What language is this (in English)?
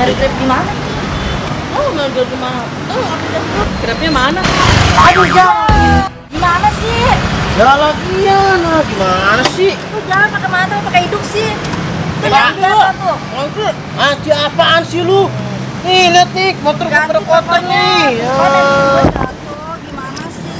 Betawi